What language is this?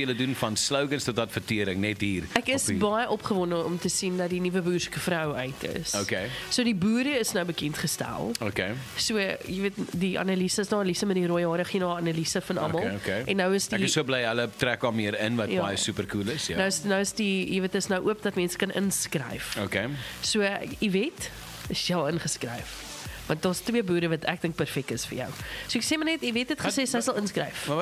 Afrikaans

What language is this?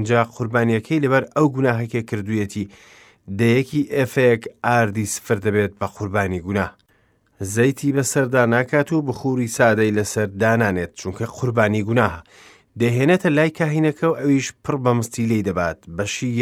Central Kurdish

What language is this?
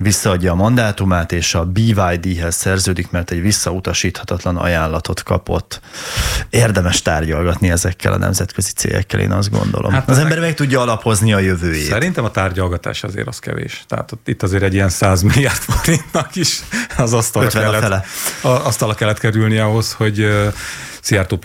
Hungarian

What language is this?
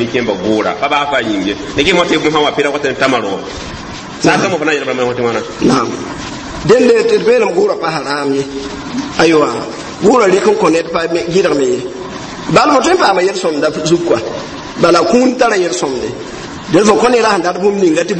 Mossi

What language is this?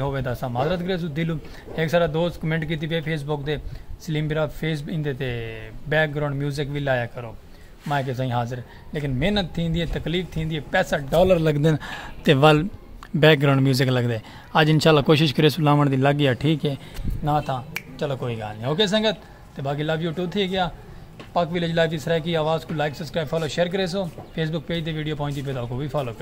Saraiki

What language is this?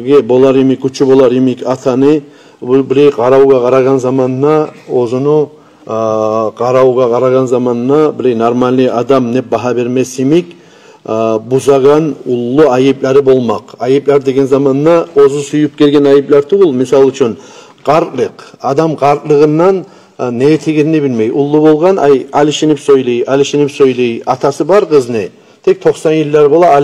Kumyk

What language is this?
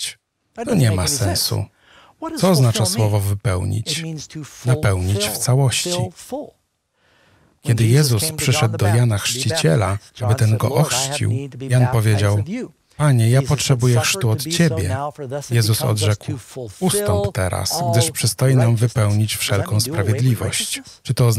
Polish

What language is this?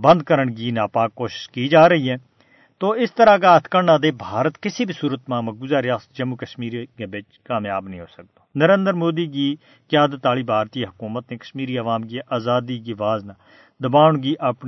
Gujari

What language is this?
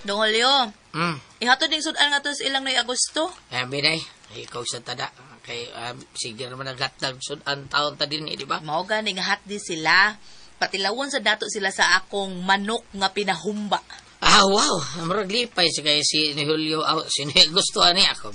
Cebuano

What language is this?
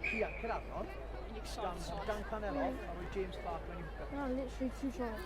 Welsh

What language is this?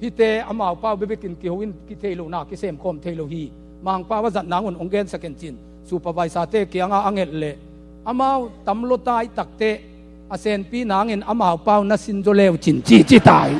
Tedim Chin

